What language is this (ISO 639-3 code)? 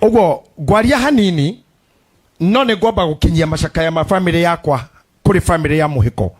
kik